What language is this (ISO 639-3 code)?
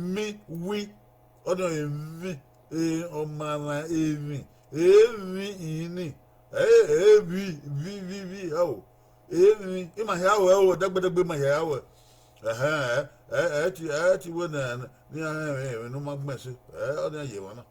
bin